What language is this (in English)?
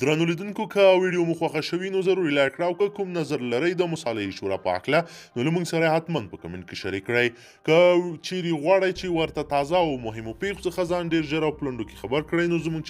Pashto